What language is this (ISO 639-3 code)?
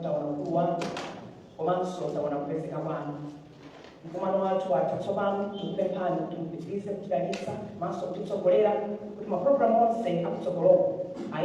nya